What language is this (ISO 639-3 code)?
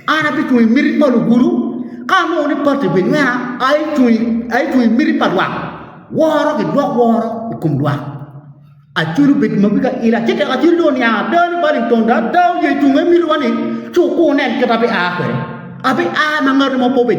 ach